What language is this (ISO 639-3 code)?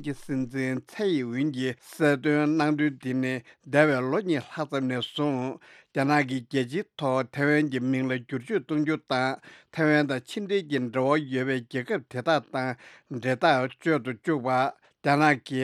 bod